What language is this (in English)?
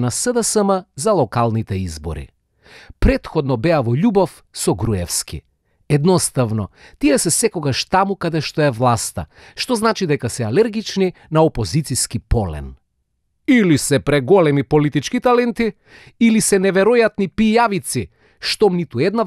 Macedonian